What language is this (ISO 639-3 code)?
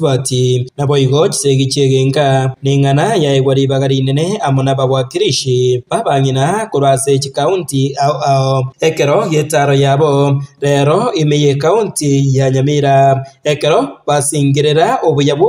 guz